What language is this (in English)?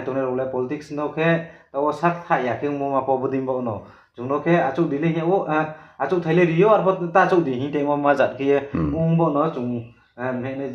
Riang (India)